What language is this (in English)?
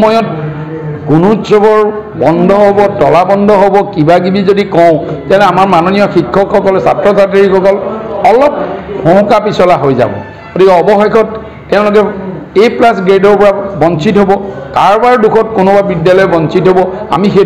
Assamese